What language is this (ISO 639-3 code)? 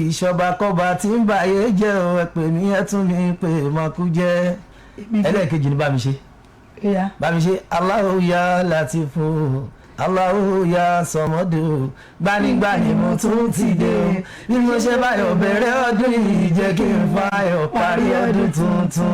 yor